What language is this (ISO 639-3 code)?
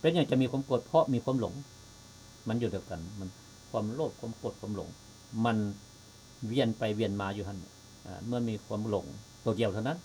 lao